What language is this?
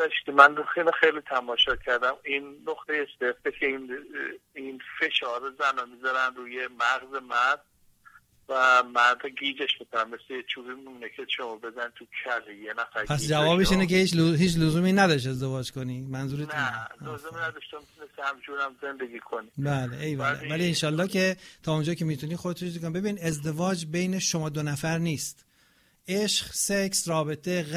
Persian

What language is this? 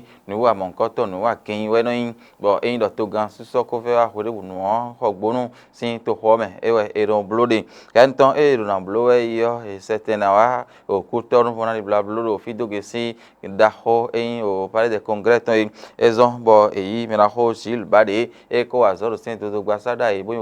Fon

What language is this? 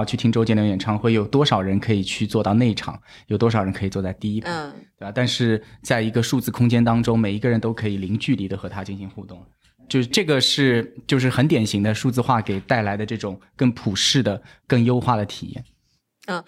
Chinese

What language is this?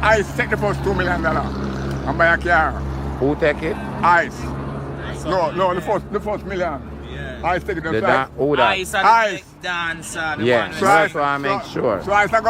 Jamaican Creole English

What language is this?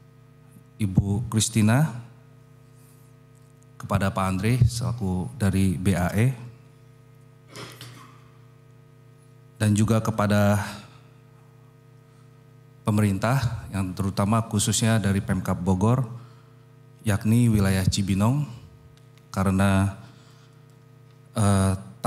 Indonesian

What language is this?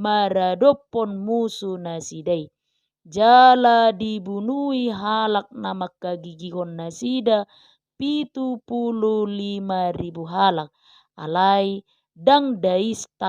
Batak Toba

